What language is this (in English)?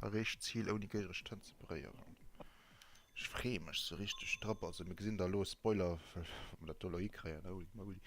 Luxembourgish